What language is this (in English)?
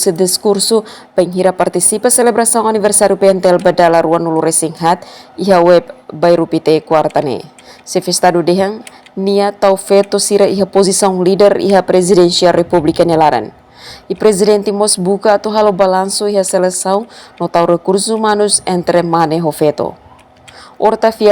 Tetum